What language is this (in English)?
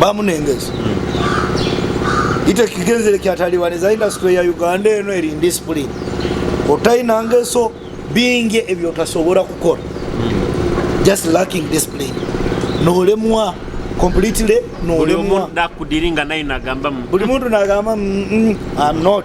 Nyoro